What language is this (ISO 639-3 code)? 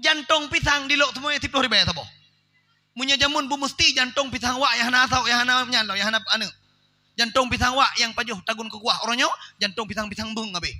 ace